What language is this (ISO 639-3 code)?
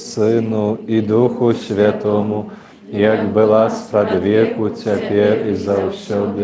bel